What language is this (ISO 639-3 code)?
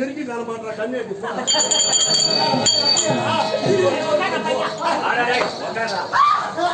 tam